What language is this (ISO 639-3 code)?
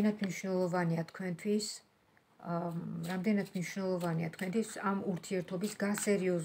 kat